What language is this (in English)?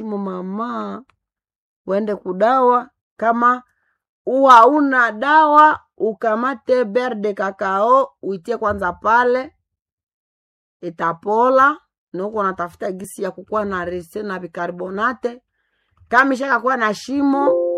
Swahili